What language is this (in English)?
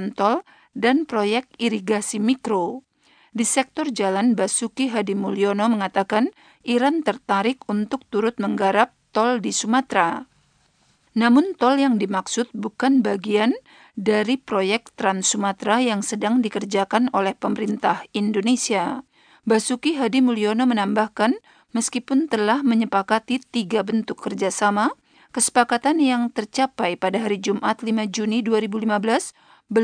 Indonesian